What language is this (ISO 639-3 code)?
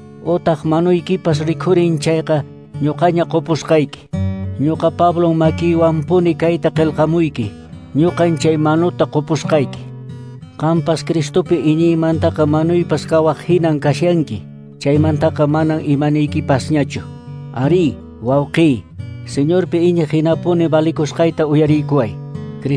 que